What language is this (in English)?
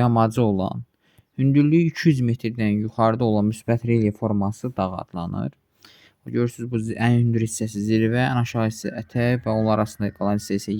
Azerbaijani